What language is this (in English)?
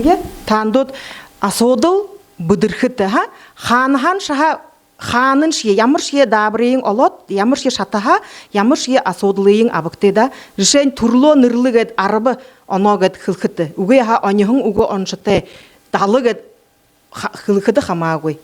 Buriat